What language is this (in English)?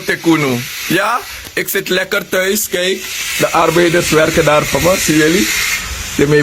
Sranan Tongo